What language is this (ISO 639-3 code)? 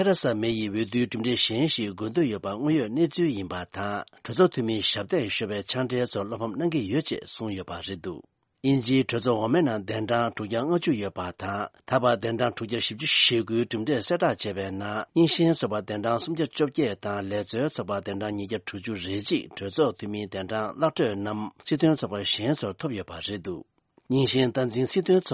bod